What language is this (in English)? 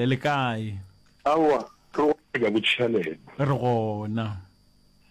Northern Sotho